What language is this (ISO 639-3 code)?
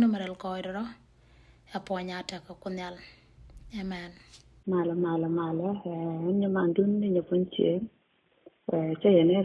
nus